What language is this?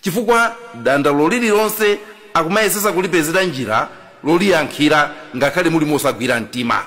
Nyanja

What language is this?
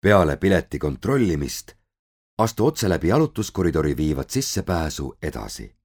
Estonian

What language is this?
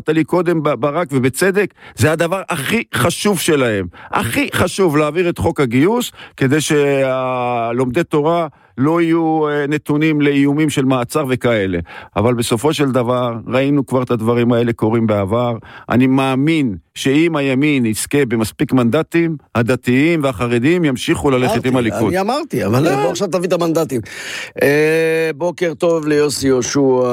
Hebrew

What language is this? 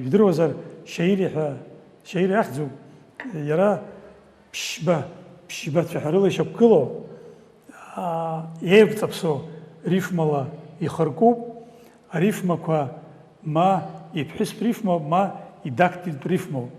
Abkhazian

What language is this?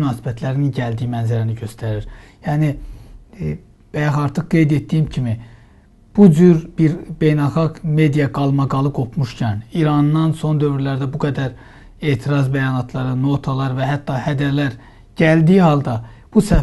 Azerbaijani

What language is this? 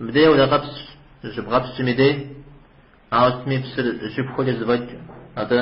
Kabardian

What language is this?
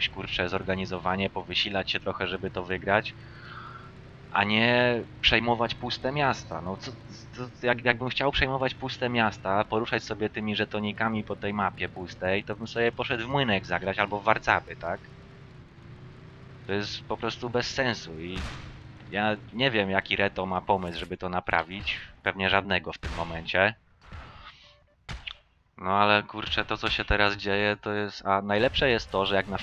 Polish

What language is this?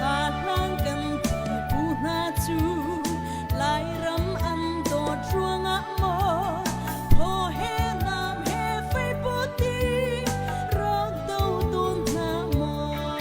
Hakha Chin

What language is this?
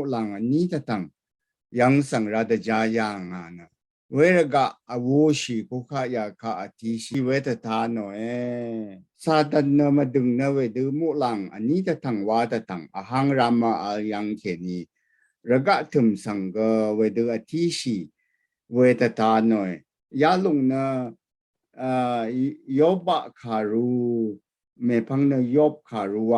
Rawang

